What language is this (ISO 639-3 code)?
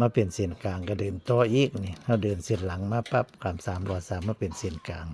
tts